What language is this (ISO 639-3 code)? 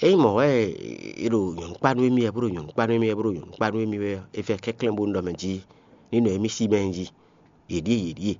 fon